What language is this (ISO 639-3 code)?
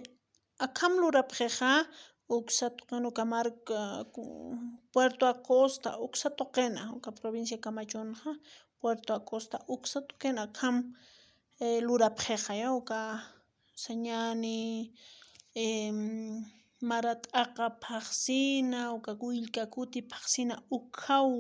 aym